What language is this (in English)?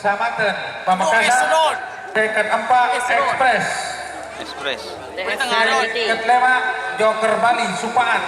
Madurese